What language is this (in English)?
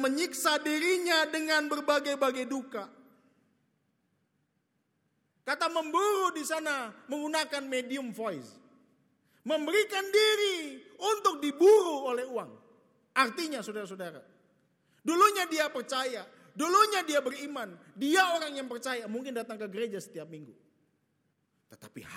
Indonesian